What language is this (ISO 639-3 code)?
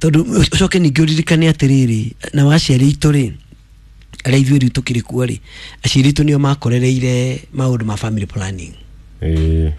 kik